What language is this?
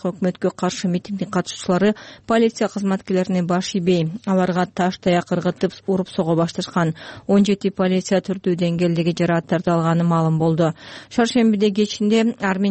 Kyrgyz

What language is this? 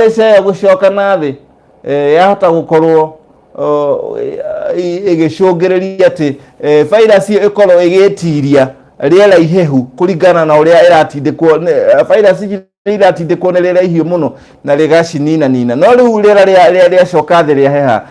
Kikuyu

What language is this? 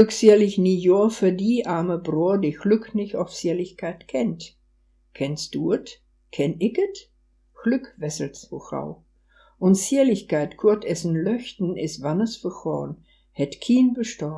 Westphalien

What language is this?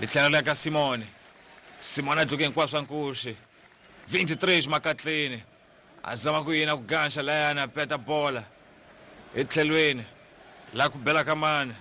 Tsonga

